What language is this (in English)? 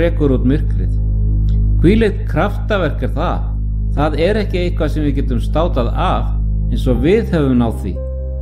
Icelandic